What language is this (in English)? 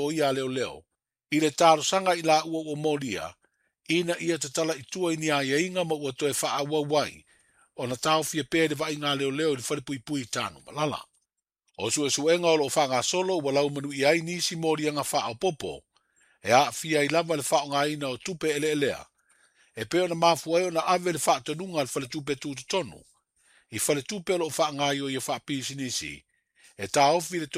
Samoan